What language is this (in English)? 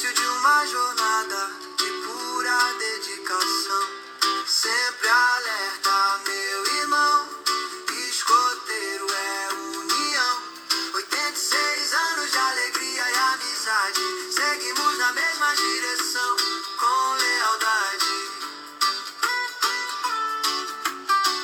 Portuguese